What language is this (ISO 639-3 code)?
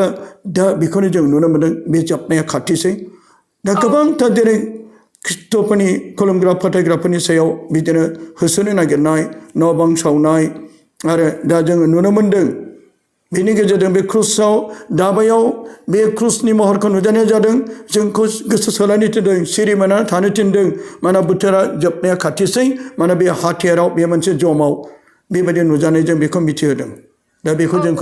brx